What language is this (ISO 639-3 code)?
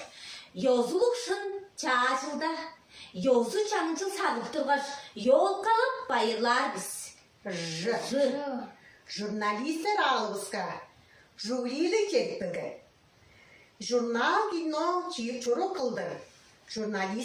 tyv